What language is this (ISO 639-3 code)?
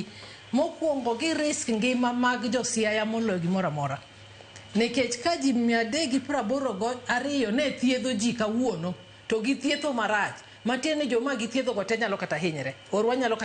luo